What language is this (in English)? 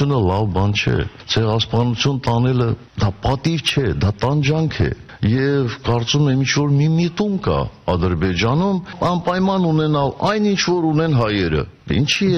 Armenian